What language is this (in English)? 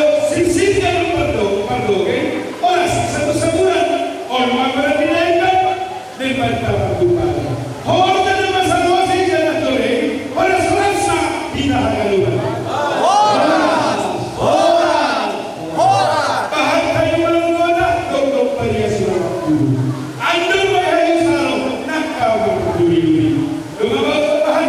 Batak Simalungun